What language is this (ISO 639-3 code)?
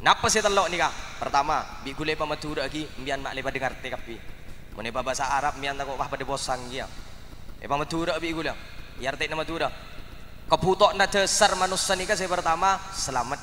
mad